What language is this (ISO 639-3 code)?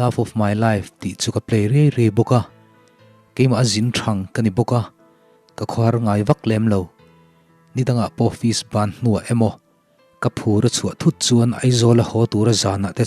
lus